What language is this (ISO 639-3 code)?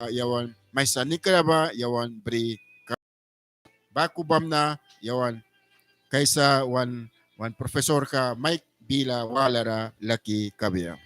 miq